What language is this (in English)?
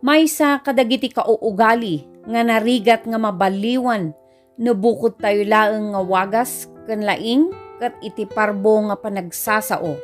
Iloko